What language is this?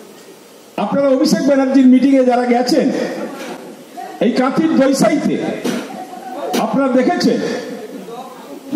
Bangla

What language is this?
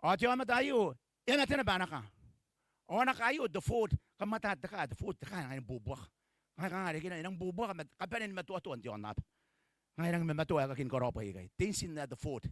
Gilbertese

